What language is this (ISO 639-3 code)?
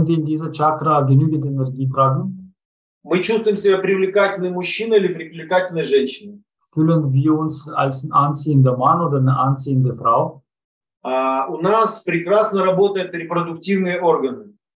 deu